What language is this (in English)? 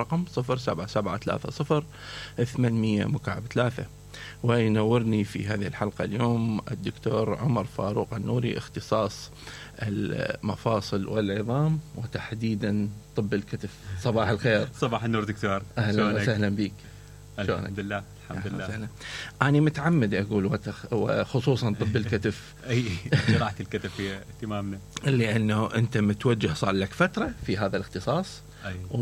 Mesopotamian Arabic